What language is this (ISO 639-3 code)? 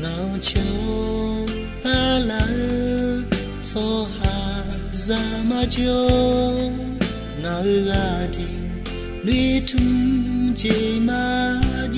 ahk